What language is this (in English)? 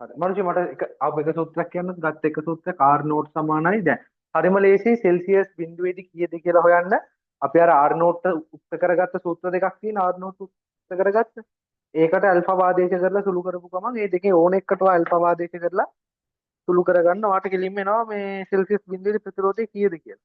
Sinhala